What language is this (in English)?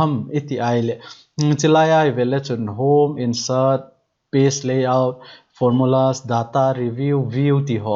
Thado Chin